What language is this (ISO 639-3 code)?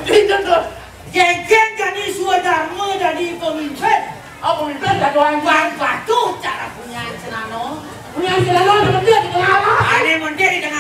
ban